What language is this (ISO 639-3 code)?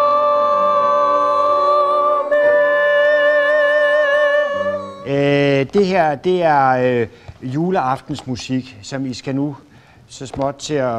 dan